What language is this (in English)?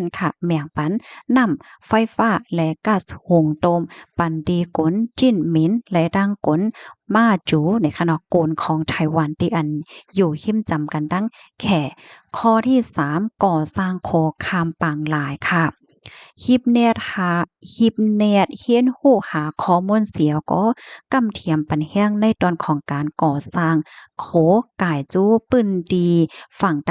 Shan